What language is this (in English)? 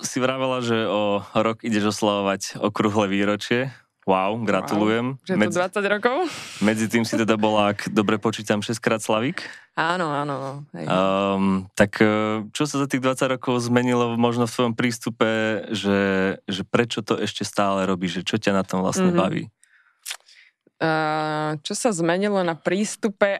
Slovak